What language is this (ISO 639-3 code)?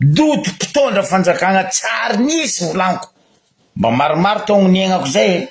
mlg